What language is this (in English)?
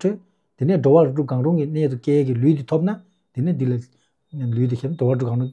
Tibetan